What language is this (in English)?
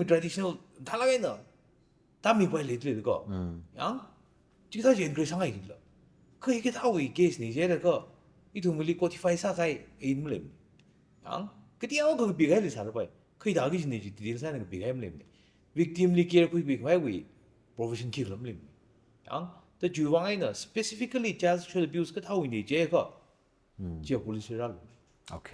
Tangkhul Naga (India)